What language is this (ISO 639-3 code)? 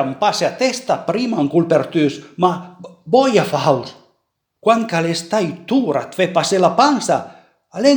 pms